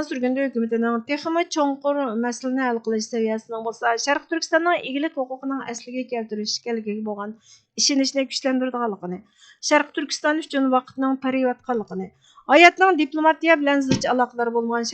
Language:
Uyghur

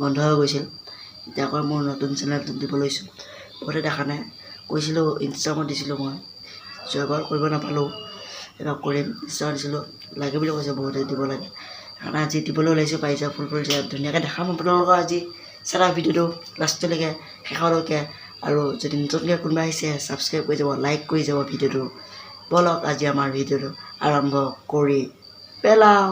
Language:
Assamese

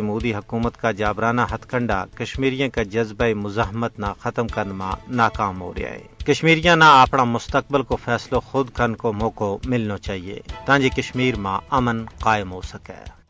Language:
Gujari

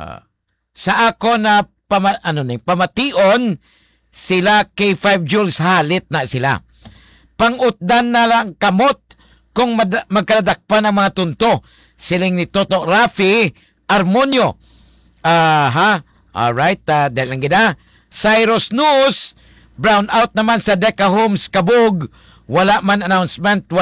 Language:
Hiligaynon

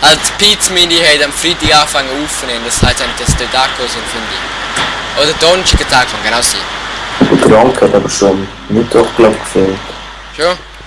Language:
Swiss German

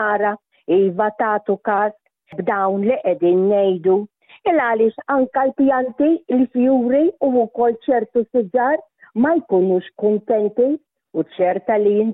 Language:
Maltese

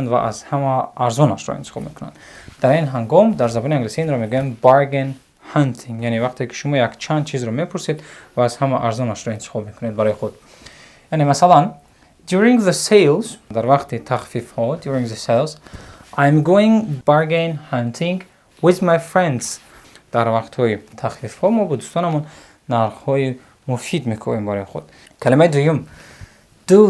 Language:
Tajik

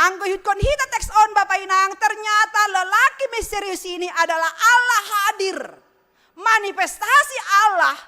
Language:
Batak Simalungun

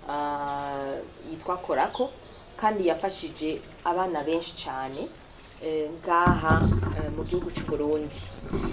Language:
Rundi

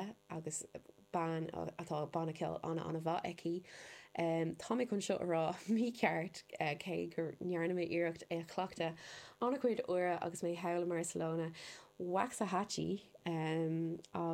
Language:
Irish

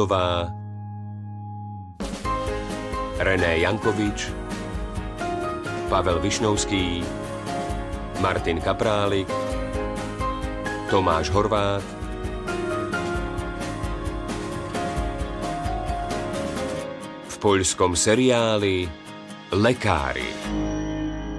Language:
Slovak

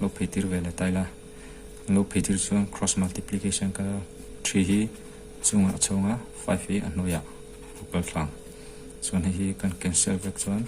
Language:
Mizo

